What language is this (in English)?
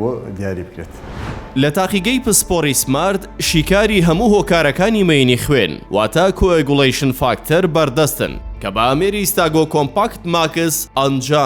Central Kurdish